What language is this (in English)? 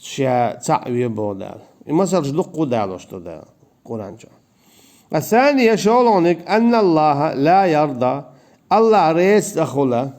Chechen